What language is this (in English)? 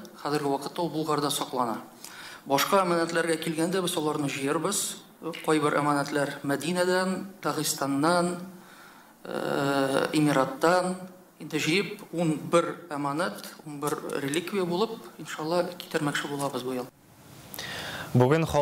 Tatar